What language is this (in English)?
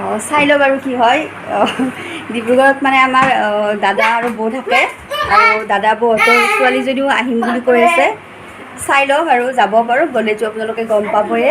Assamese